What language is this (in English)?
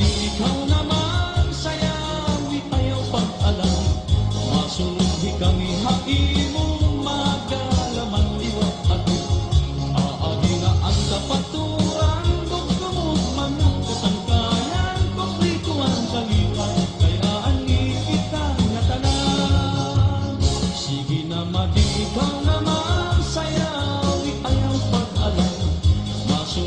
Waray